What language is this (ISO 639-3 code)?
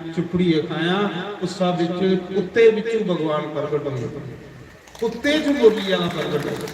doi